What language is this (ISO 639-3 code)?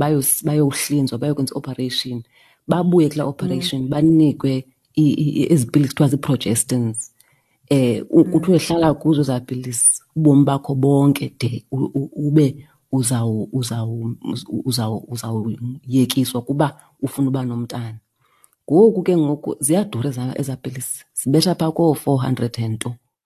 xho